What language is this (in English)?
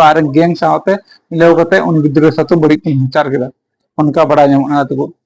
Santali